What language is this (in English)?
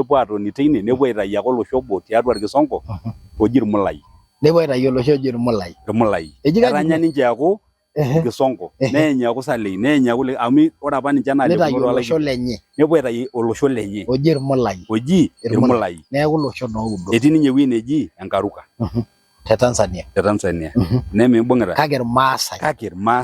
Masai